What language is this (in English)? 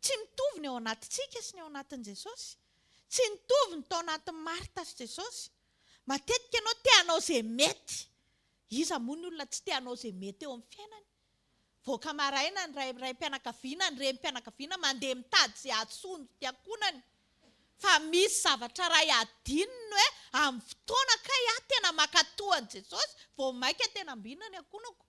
Malagasy